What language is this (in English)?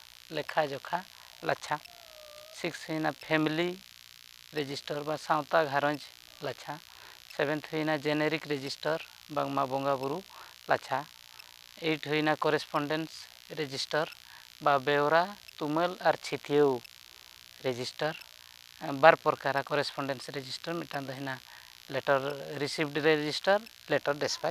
Santali